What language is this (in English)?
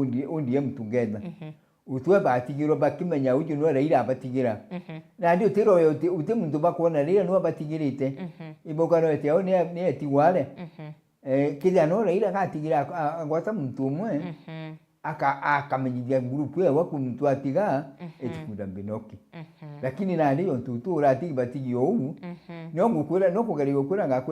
Meru